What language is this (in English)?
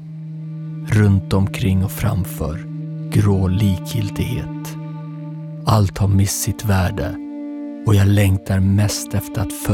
Swedish